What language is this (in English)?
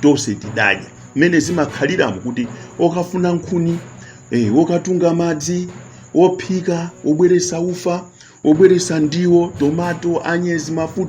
Nyanja